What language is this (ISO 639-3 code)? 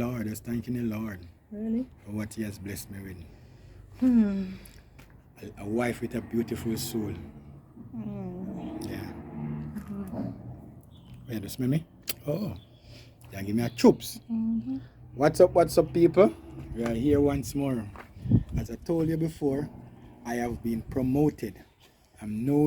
jam